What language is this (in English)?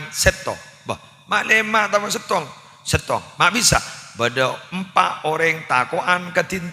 Madurese